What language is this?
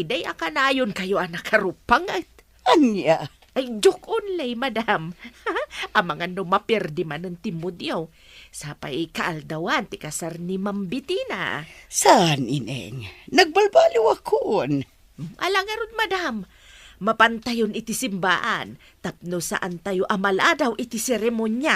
Iloko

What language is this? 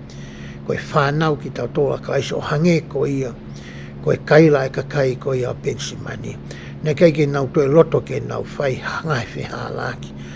Tongan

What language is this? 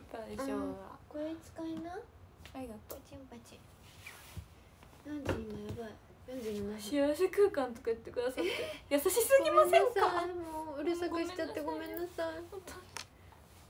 Japanese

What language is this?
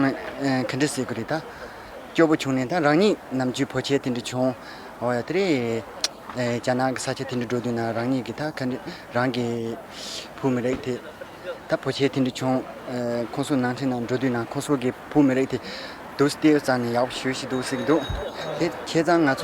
Tibetan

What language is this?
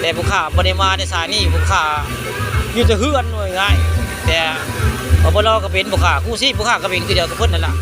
Northeastern Thai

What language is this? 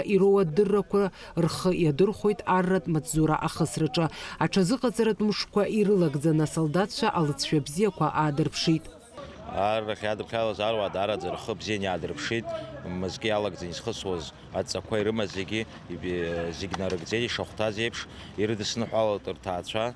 Abkhazian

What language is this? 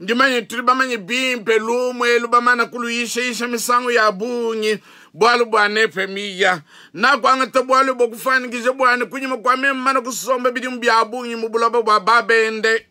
Luba-Lulua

